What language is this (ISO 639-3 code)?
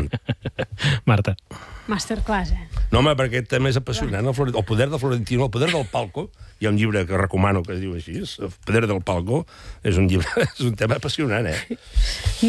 cat